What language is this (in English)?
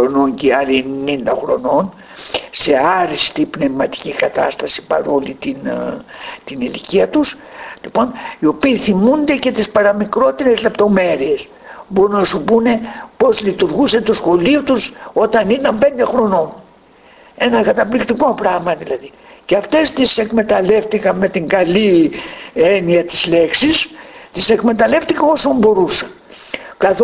Greek